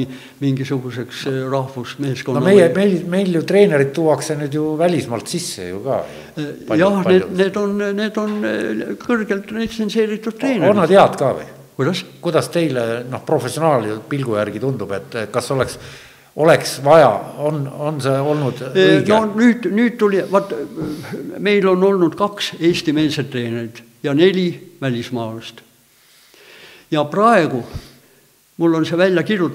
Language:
Estonian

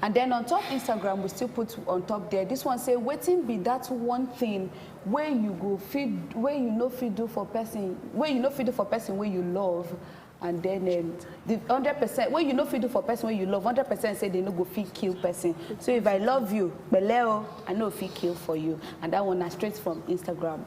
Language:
Nigerian Pidgin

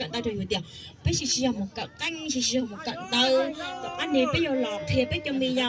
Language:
Hmong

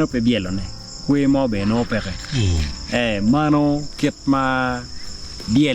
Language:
Acoli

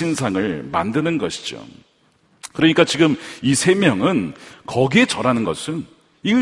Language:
Korean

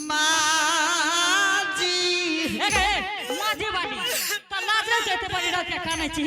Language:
Angika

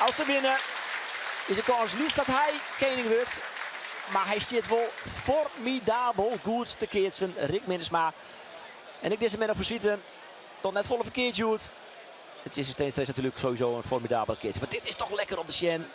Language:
Western Frisian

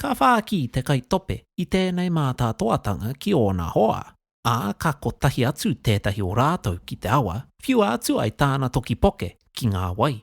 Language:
Māori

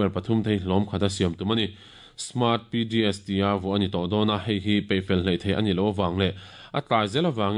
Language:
Mizo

